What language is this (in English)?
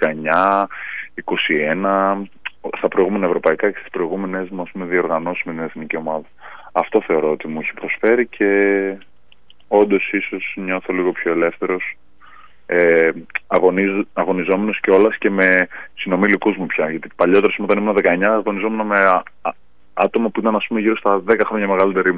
Greek